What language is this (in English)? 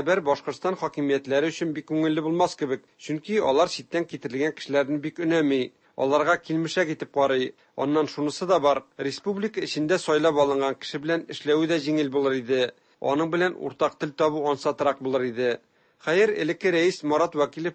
Tatar